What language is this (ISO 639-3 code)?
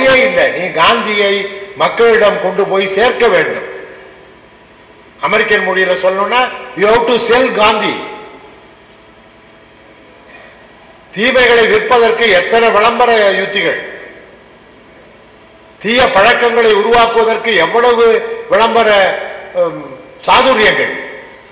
tam